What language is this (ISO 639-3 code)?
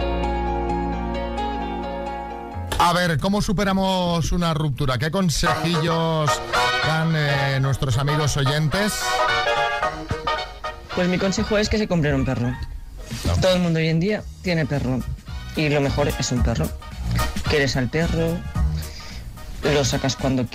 spa